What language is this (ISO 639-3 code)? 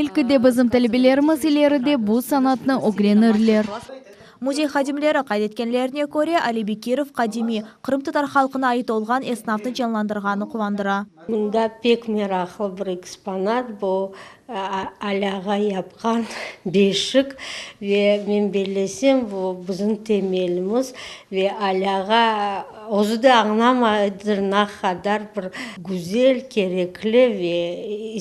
crh